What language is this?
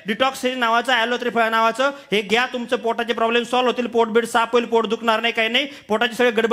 Marathi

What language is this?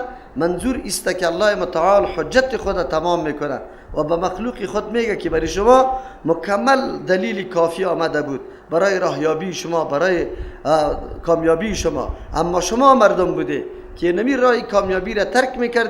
Persian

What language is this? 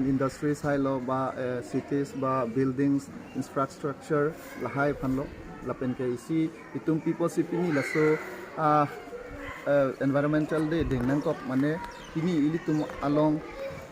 Karbi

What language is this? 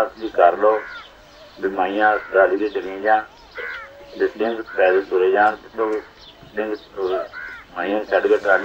Punjabi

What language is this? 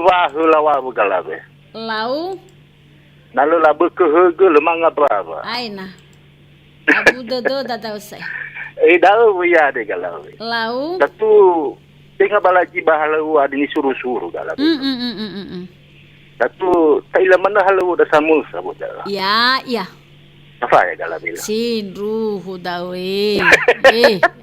Nias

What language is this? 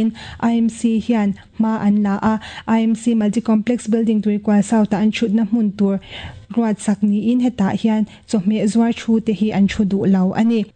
Mizo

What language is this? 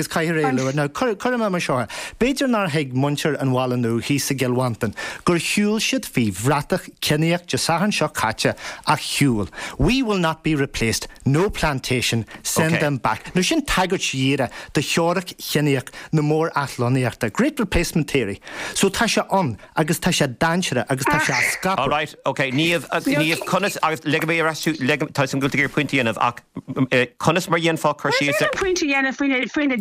Irish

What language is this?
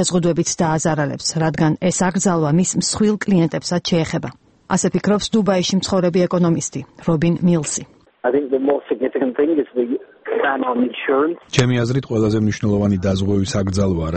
Georgian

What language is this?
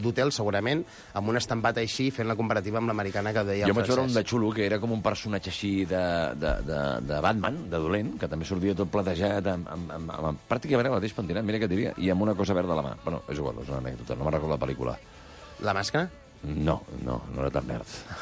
Catalan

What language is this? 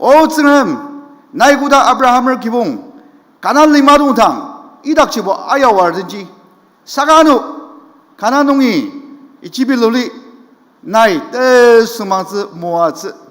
Ao Naga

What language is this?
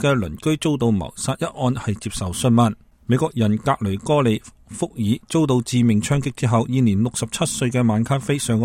Cantonese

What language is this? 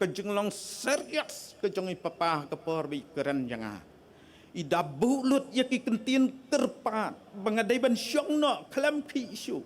Khasi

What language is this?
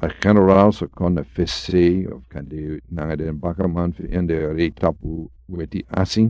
Sranan Tongo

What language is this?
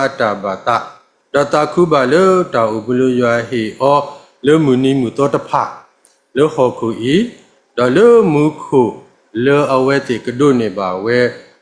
S'gaw Karen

